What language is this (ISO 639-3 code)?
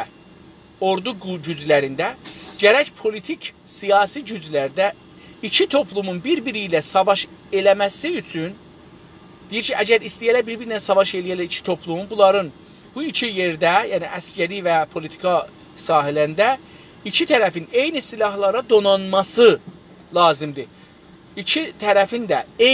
azb